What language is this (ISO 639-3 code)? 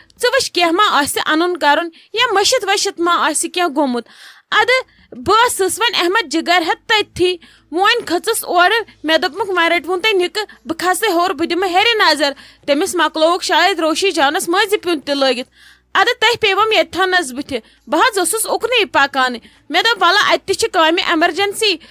kas